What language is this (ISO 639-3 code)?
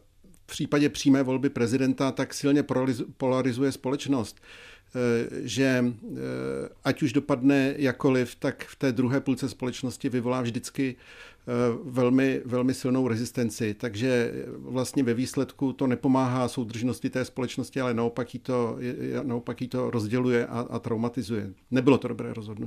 ces